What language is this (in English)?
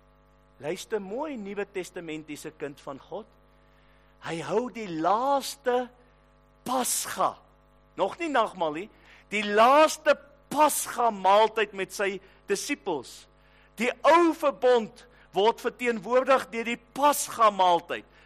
Afrikaans